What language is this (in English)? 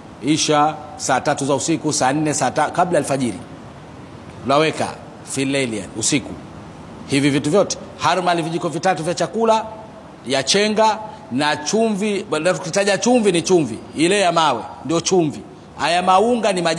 Swahili